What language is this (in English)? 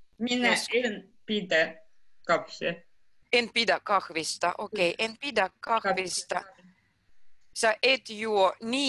Finnish